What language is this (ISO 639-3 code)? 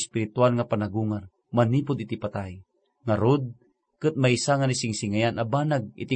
ilo